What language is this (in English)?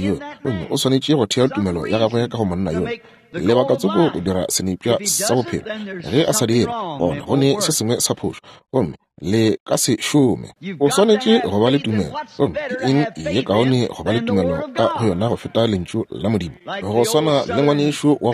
Northern Sotho